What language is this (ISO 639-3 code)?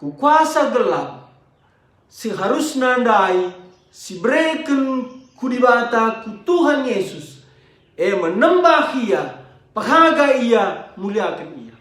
btx